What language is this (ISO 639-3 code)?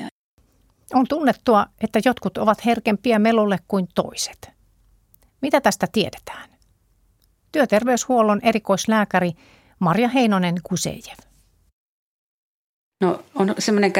fin